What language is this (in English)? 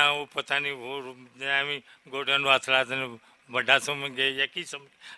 Western Panjabi